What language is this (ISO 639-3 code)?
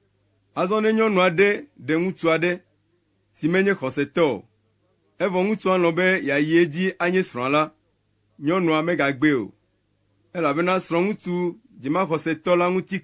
ewe